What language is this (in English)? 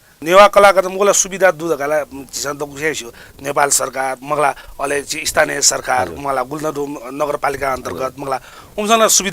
Newari